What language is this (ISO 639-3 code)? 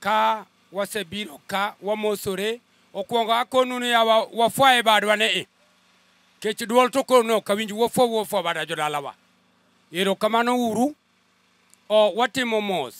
luo